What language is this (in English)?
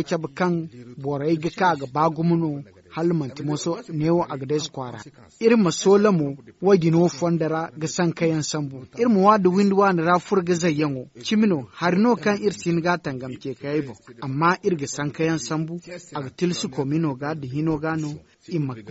Zarma